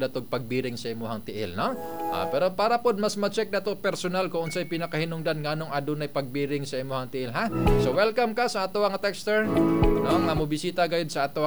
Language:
Cebuano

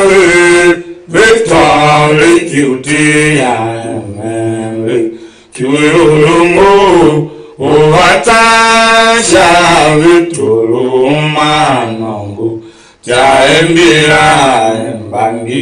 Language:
Tiv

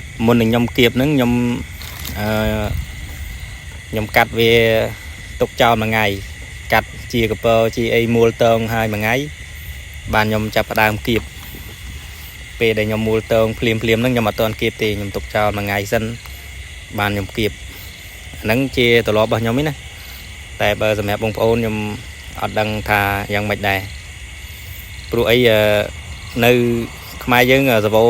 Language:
Khmer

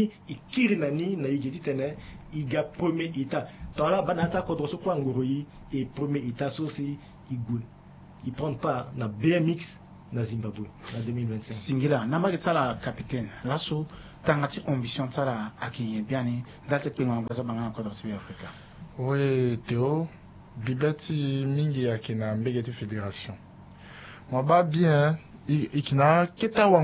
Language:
Sango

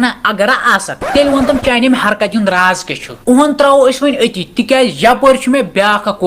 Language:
Kashmiri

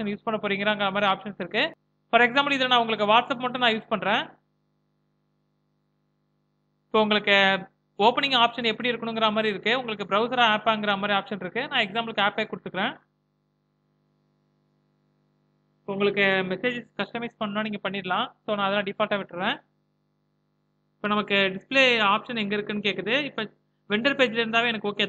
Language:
Tamil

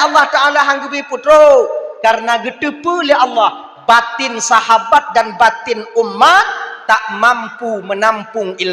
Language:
Achinese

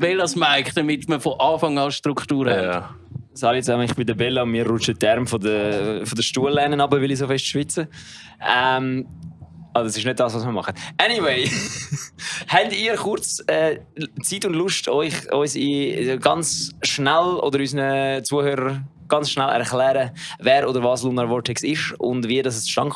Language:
Swiss German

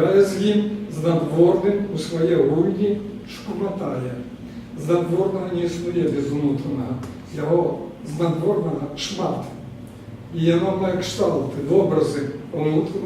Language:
Belarusian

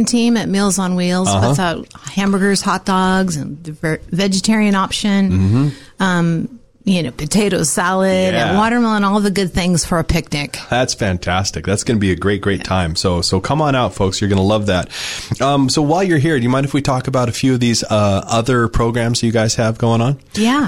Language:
English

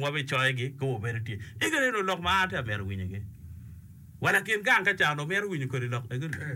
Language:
Acoli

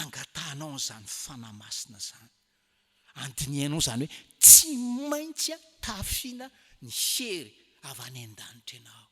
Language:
Malagasy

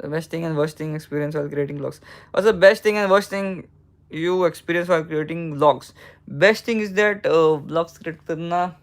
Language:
Konkani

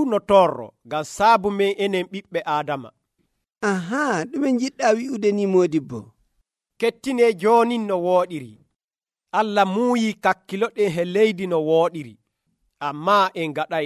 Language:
Nigerian Fulfulde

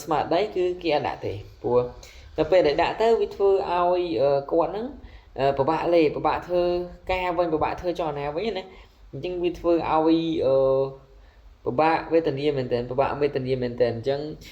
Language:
Khmer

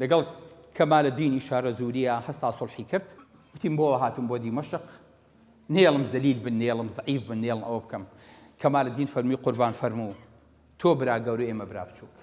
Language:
Central Kurdish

